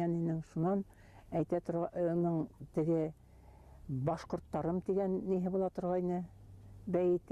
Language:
Bashkir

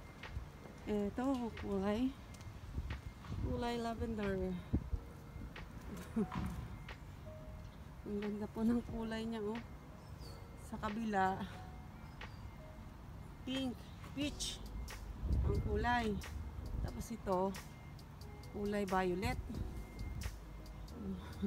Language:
Filipino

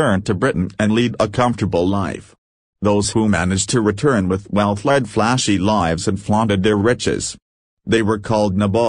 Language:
English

